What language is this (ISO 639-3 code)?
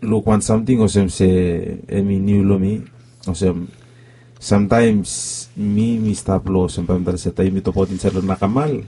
bis